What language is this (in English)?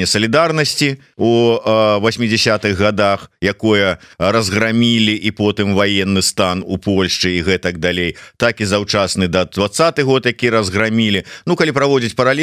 Belarusian